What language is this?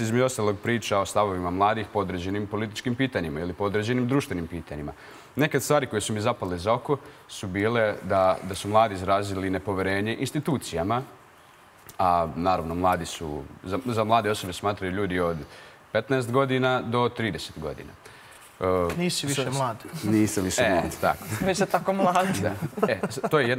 Serbian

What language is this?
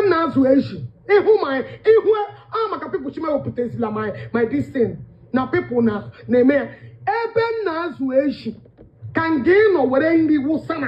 Igbo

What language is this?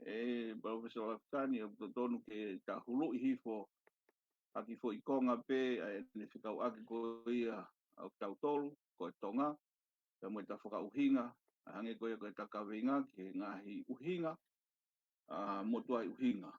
Tongan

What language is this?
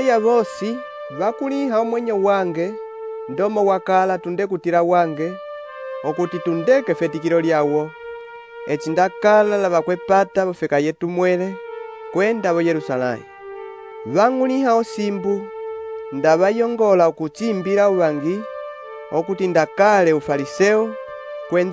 Umbundu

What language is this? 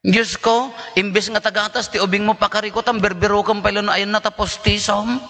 Iloko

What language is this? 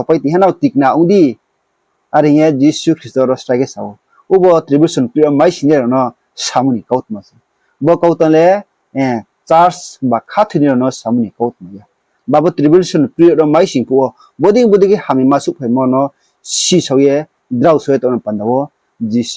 Riang (India)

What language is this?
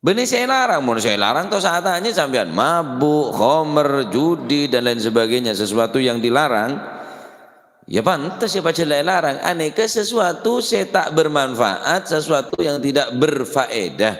Madurese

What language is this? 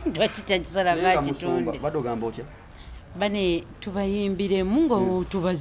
Ganda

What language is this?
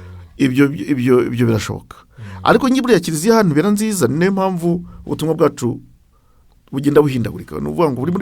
Kinyarwanda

